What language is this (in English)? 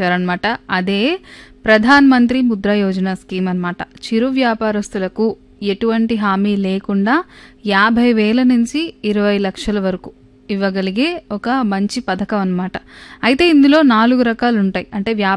Telugu